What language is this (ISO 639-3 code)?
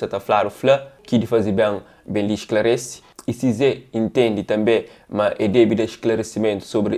kea